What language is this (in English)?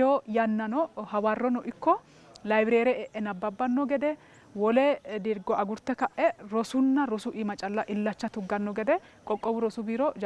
Sidamo